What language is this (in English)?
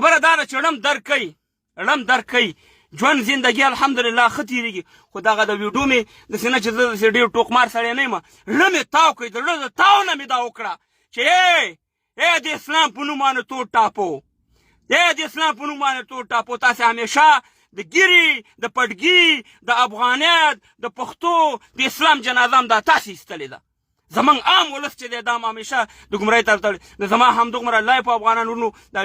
Pashto